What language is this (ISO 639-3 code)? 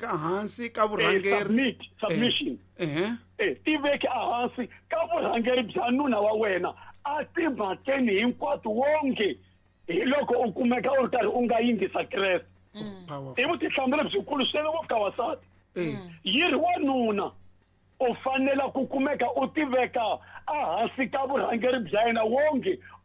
tso